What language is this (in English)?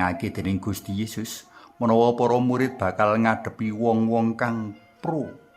Javanese